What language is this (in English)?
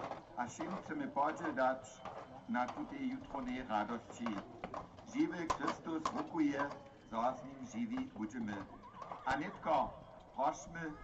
Upper Sorbian